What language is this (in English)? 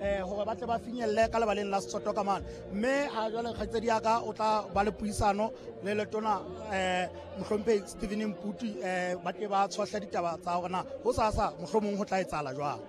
Southern Sotho